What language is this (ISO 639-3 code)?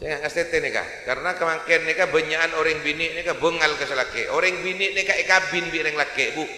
mad